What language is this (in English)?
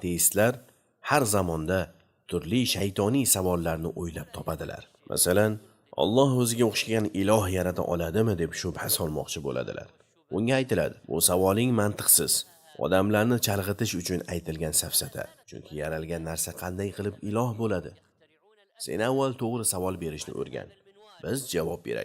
Uzbek